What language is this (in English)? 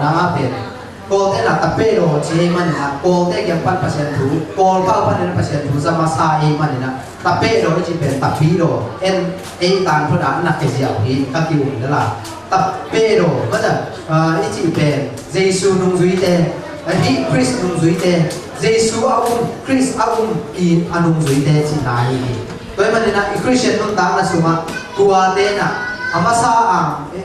Tedim Chin